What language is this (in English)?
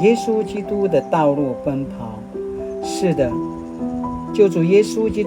Paiwan